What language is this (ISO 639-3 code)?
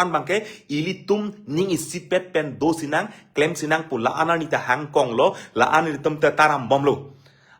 mjw